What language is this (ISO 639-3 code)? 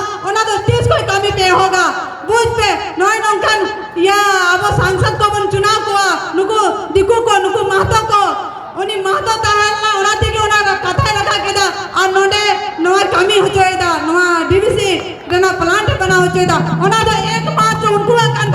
sat